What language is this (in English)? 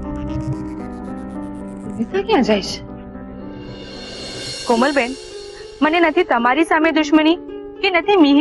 Gujarati